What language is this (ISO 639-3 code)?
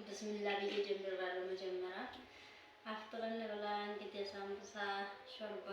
amh